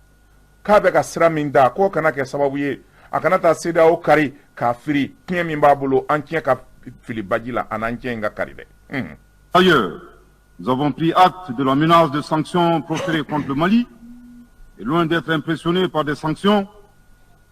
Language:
Bambara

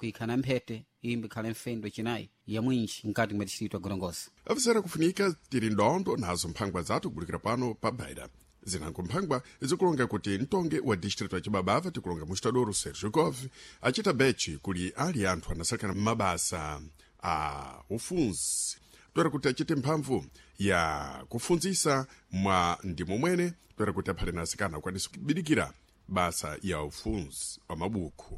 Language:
Sena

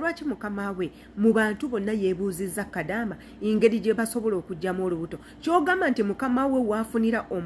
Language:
Ganda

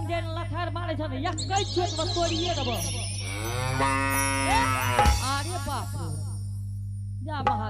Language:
Angika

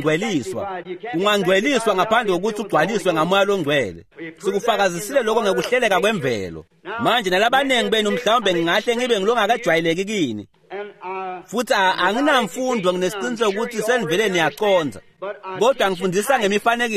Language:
Swati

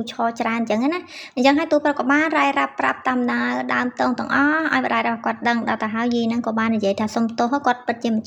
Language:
Khmer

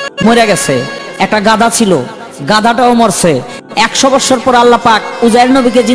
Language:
Bangla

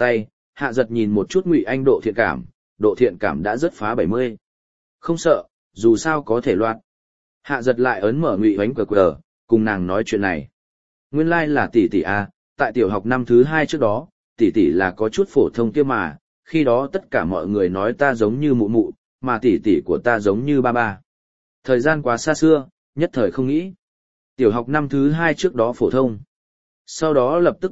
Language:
Vietnamese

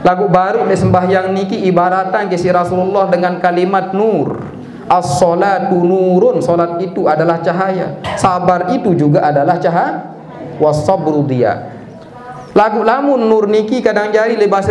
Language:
Sasak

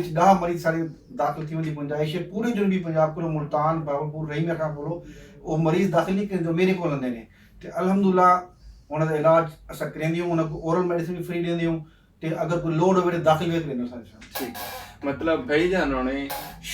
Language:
Saraiki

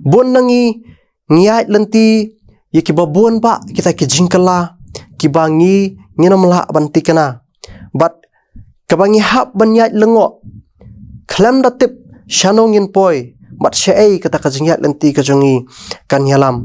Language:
Khasi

